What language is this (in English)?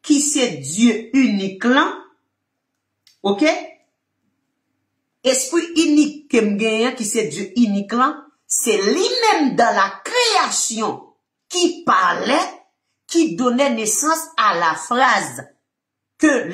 French